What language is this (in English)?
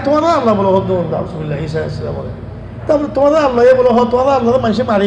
Rohingya